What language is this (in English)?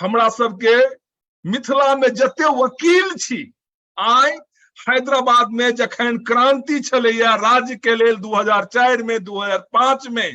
Maithili